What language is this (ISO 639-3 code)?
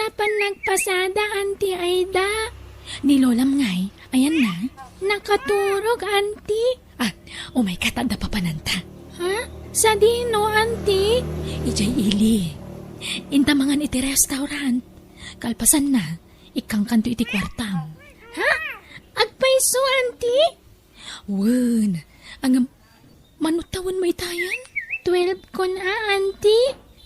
ilo